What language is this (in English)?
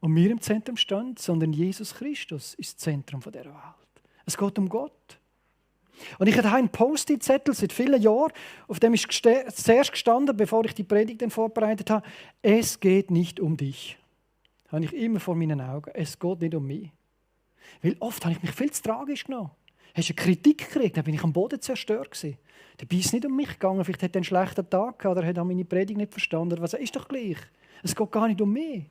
Swiss German